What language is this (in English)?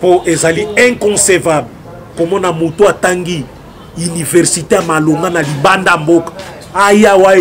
Lingala